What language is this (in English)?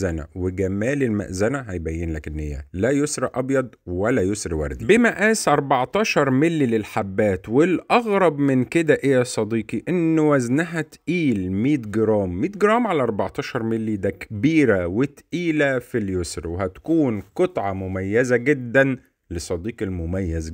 Egyptian Arabic